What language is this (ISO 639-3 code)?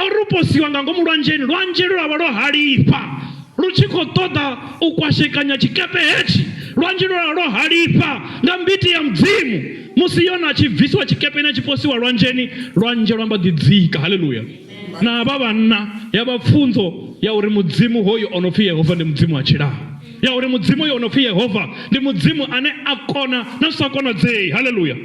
ven